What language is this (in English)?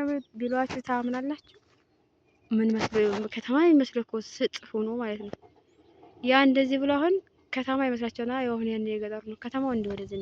Amharic